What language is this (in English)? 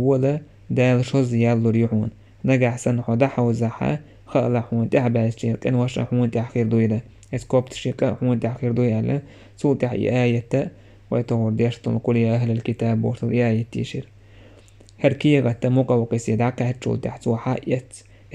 Chechen